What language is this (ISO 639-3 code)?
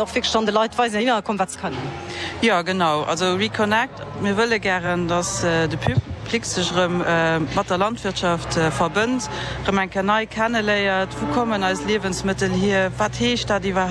ltz